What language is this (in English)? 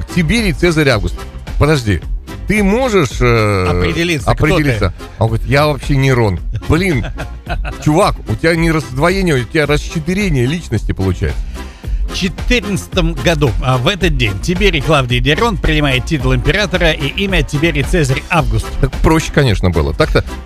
Russian